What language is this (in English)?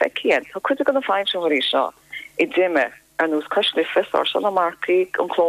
Irish